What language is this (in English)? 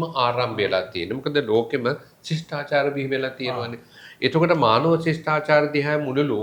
Sinhala